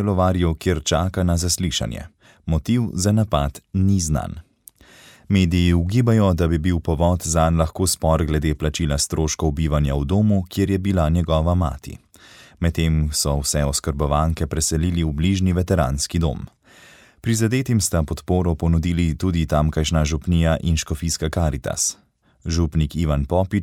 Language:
Slovenian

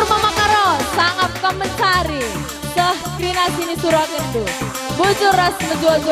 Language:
Batak Karo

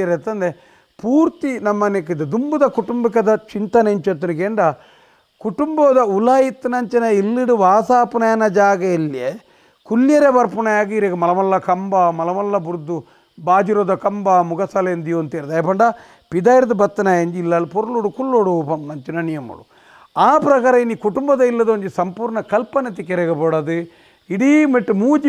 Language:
Tulu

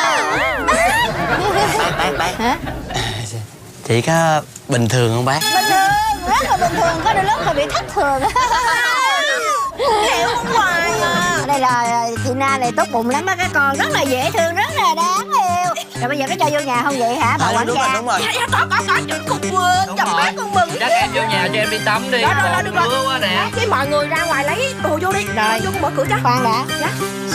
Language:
Vietnamese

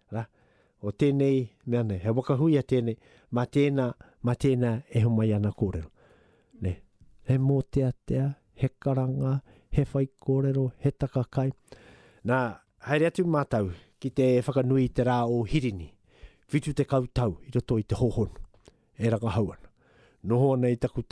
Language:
Māori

